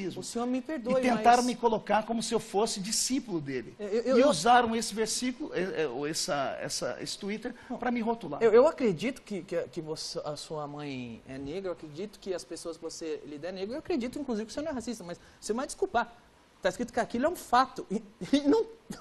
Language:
Portuguese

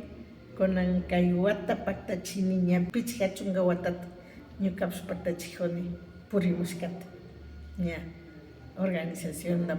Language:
Imbabura Highland Quichua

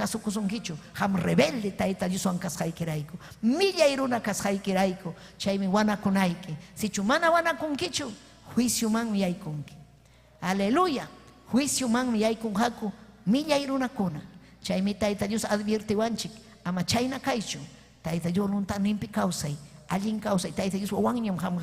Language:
Ayacucho Quechua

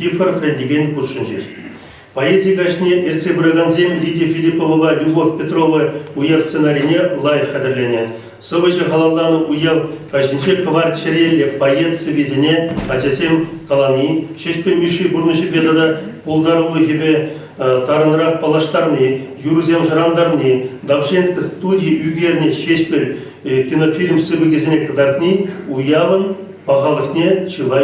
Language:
Chuvash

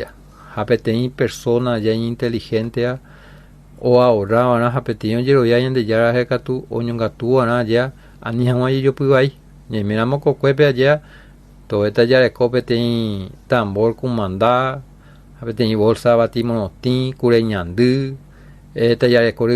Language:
Guarani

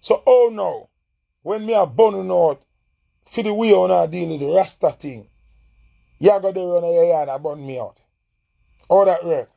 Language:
Jamaican Creole English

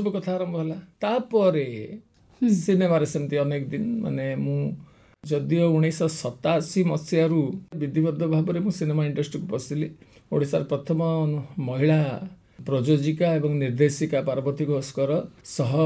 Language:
Odia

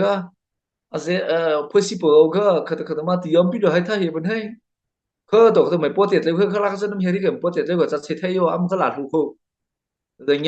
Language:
Mara Chin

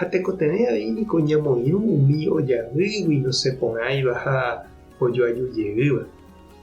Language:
Guarani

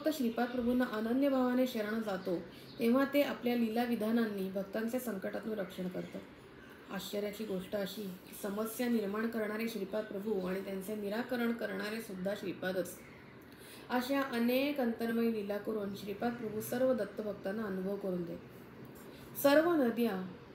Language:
Marathi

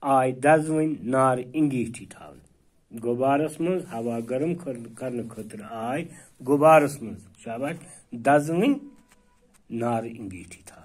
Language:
Kashmiri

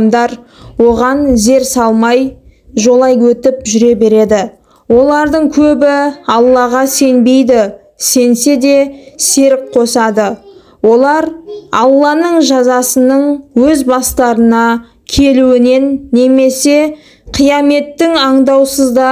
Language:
Kazakh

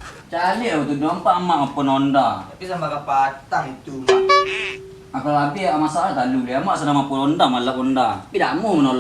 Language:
Minangkabau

